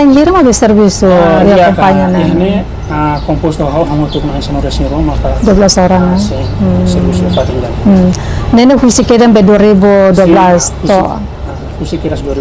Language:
Tetum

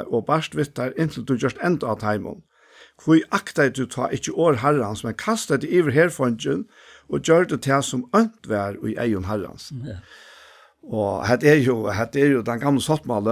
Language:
Faroese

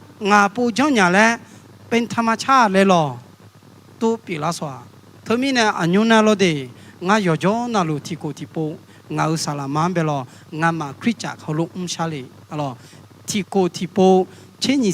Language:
Akha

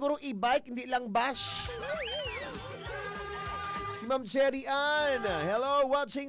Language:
Filipino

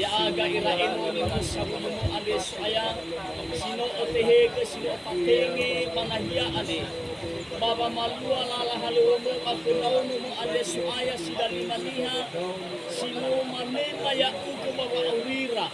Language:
Nias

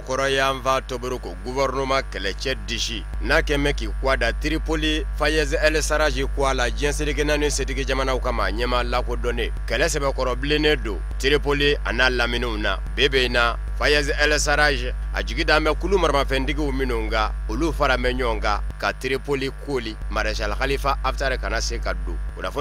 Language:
Bambara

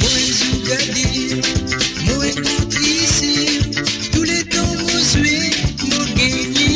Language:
Morisyen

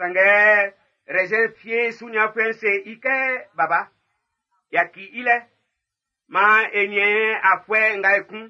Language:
Baoulé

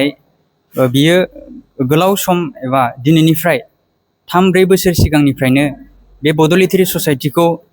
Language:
Bodo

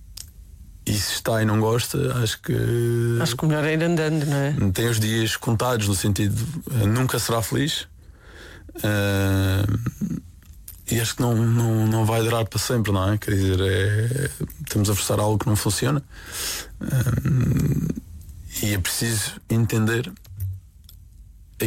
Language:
Portuguese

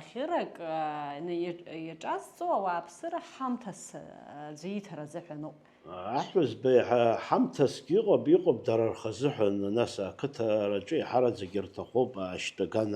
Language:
Abkhazian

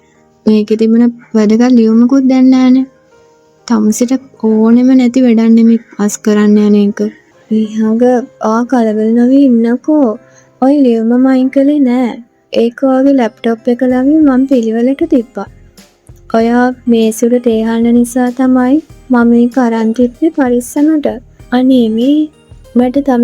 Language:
Sinhala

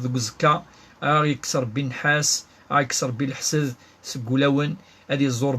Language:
Kabyle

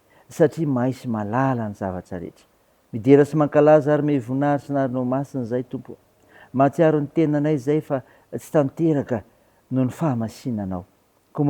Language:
Malagasy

